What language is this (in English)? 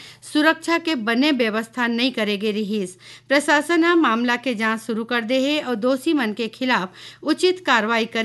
Chhattisgarhi